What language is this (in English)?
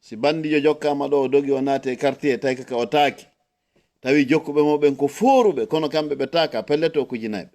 Fula